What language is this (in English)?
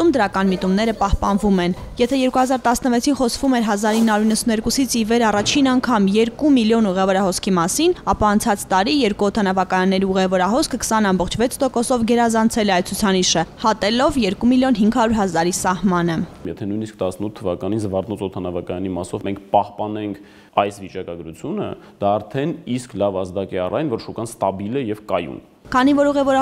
Armenian